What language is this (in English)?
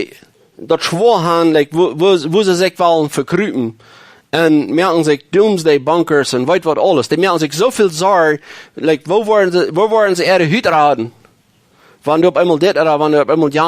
Plautdietsch